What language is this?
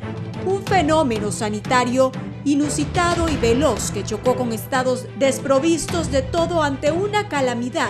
Spanish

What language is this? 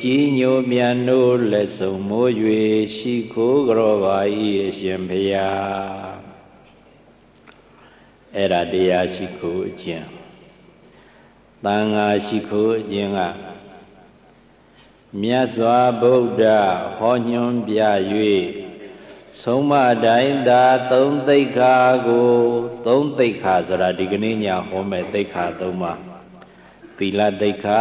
Burmese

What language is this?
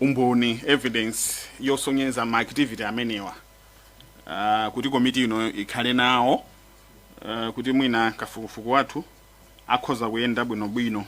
Nyanja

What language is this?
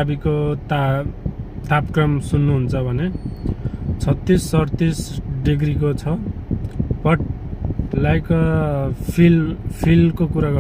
Nepali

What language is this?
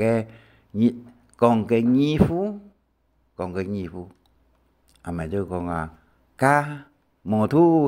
Hakka Chinese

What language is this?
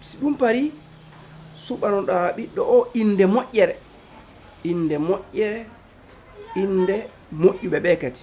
Fula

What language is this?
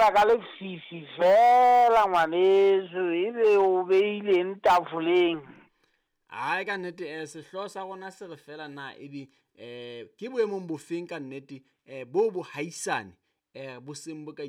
Southern Sotho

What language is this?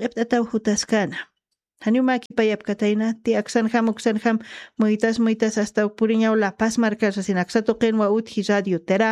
Aymara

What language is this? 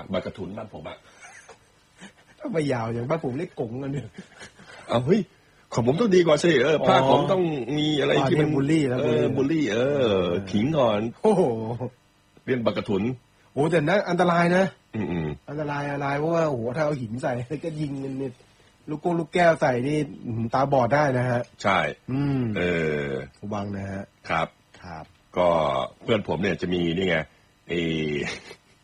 Thai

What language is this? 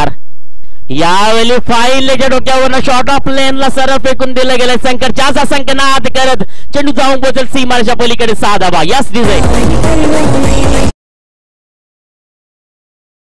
Marathi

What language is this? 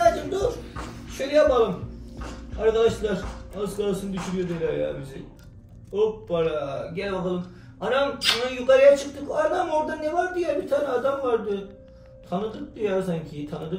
Turkish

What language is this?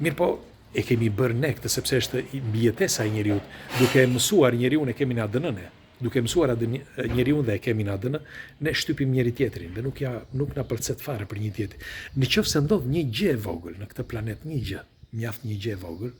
Albanian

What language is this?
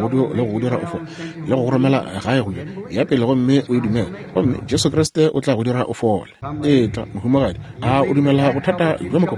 Northern Sotho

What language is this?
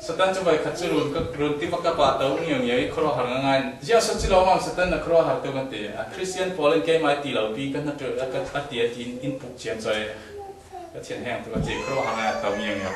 Falam Chin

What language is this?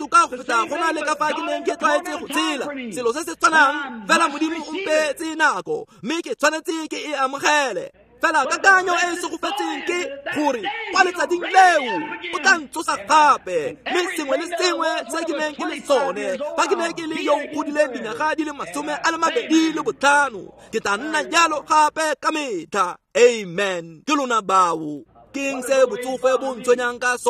Tswana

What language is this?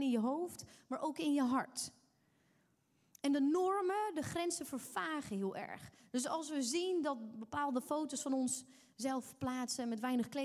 Dutch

